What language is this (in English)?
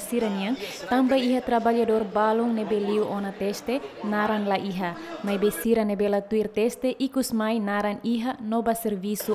Tetum